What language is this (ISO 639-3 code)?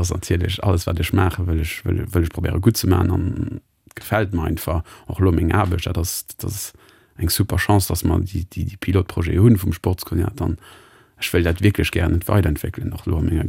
ltz